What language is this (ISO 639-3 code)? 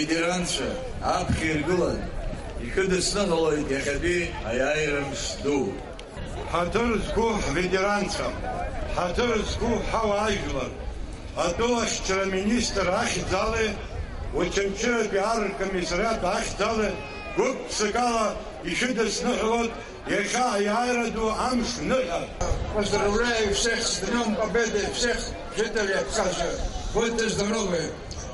abk